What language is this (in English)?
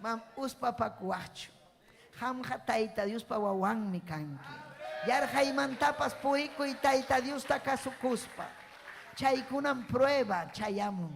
Ayacucho Quechua